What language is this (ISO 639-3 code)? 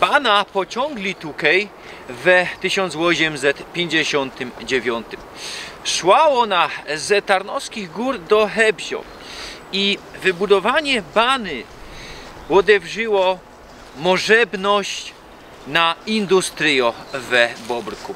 szl